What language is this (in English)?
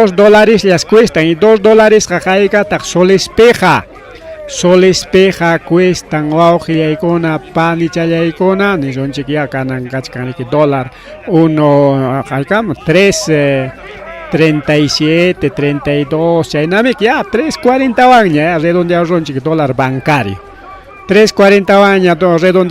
Ayacucho Quechua